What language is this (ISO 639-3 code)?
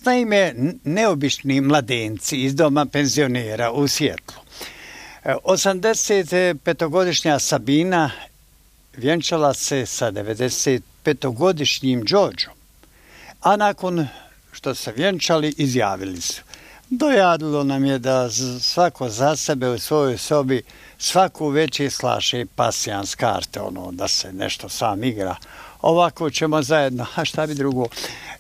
bos